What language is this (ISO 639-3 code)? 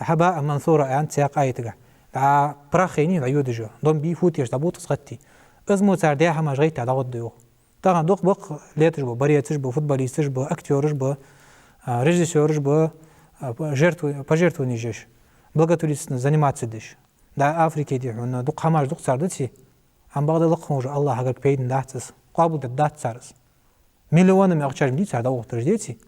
inh